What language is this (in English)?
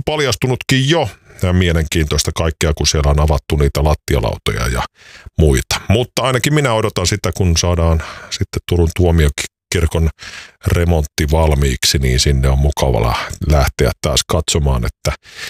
Finnish